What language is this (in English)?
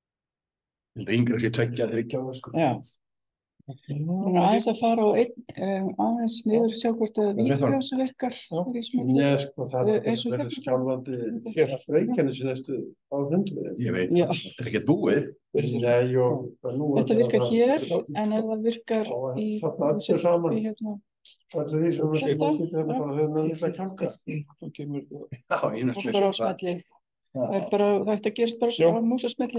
Icelandic